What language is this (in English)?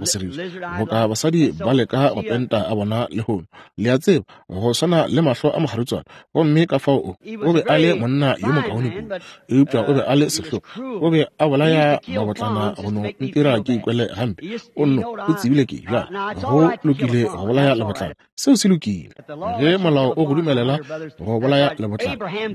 Northern Sotho